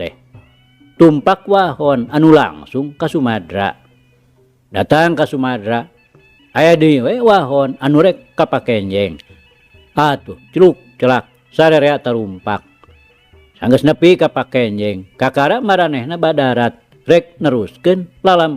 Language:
Sundanese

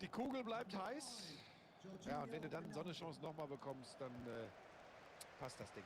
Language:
Bavarian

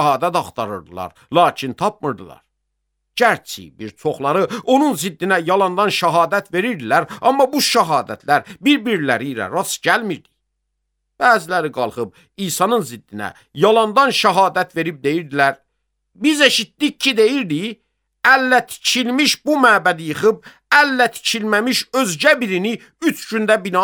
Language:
Azerbaijani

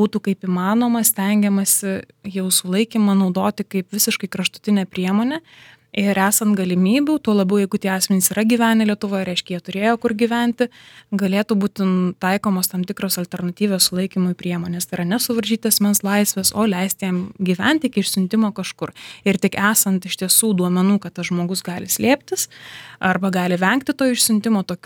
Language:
Lithuanian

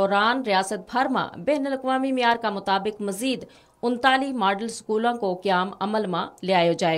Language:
Gujari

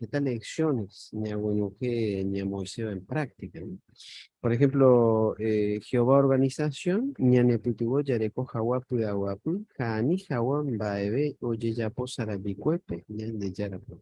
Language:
Guarani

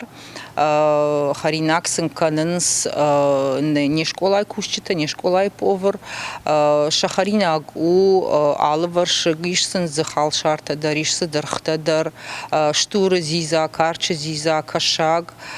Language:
Ossetic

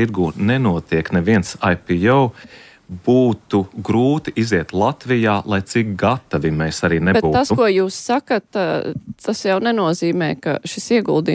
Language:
Latvian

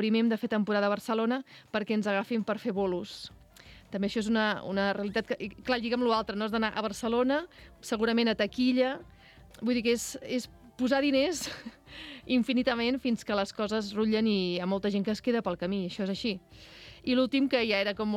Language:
Catalan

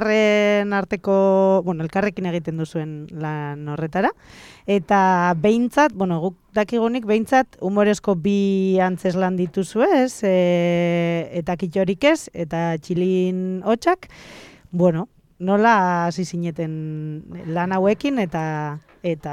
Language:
Basque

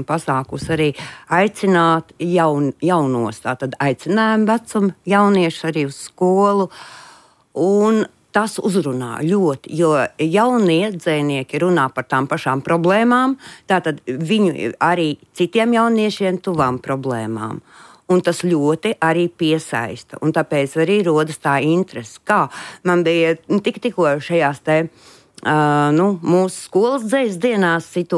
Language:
Latvian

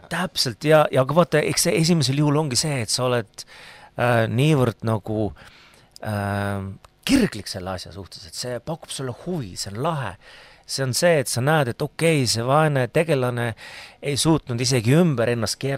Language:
Estonian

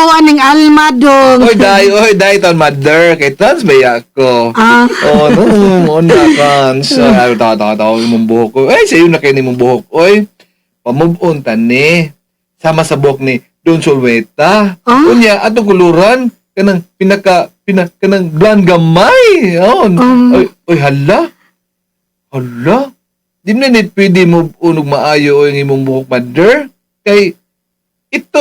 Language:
Cebuano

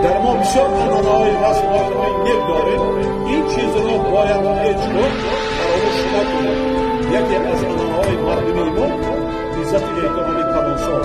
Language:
Tajik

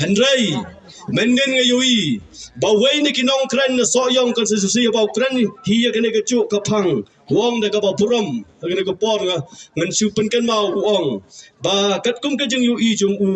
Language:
Khasi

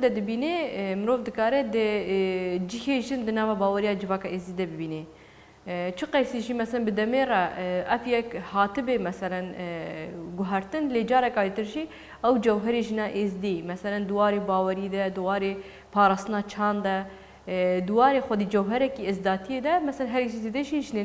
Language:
Kurdish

